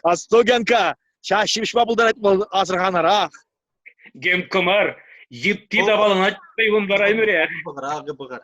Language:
Chuvash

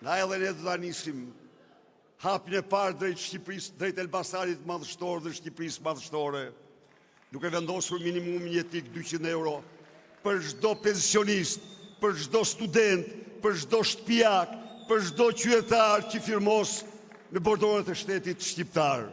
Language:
Albanian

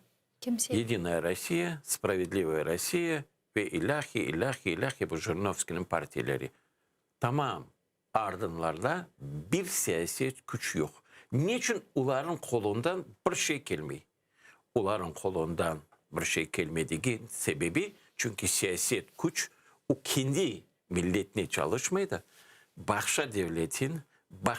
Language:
Crimean Tatar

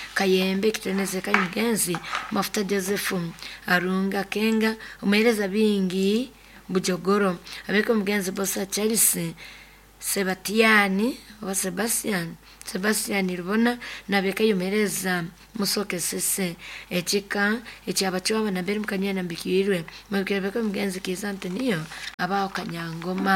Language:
Nyoro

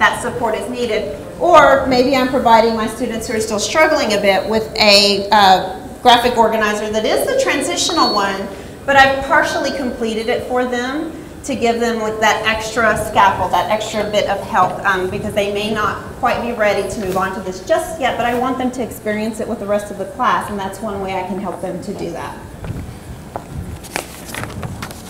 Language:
English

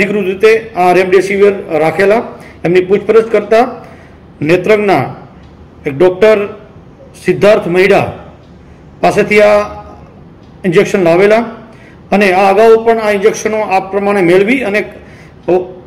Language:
Gujarati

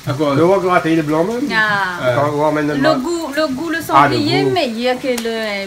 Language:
Réunion Creole French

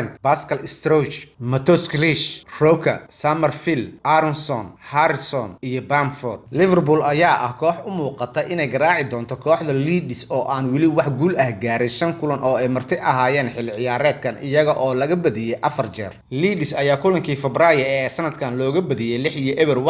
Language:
Somali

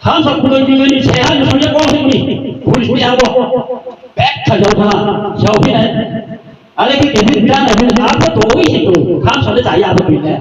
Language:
Riang (India)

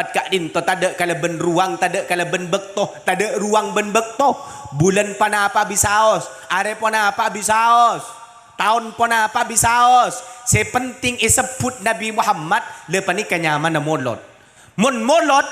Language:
Madurese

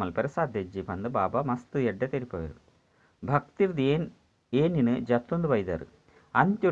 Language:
Tulu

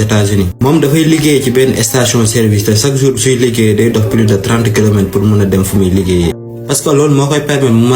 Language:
Wolof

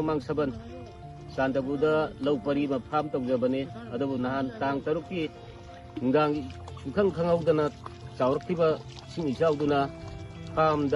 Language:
Manipuri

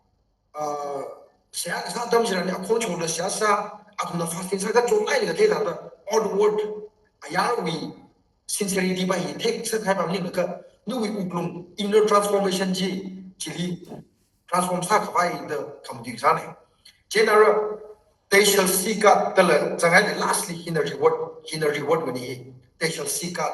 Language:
Tangkhul Naga (India)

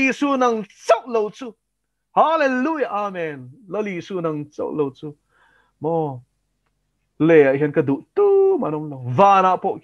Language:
Mizo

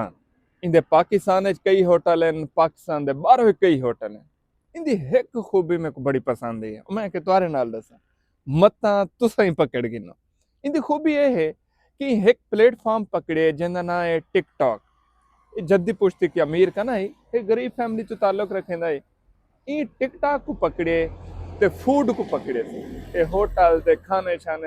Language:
Saraiki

